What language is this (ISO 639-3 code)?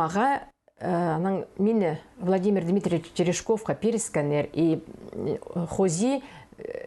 kjh